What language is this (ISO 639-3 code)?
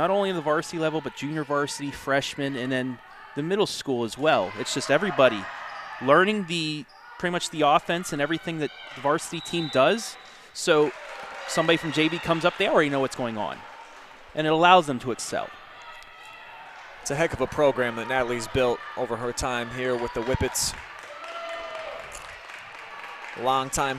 eng